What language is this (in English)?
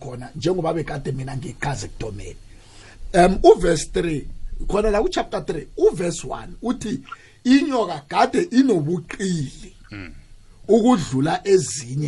South Ndebele